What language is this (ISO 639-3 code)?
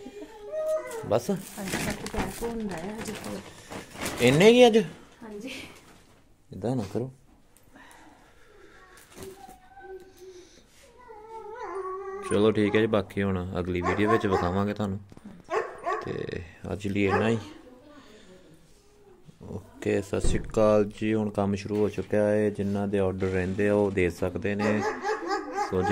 pan